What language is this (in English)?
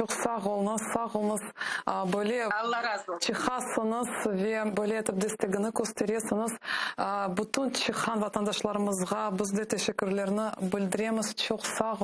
Crimean Tatar